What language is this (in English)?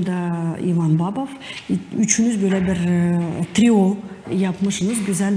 Gagauz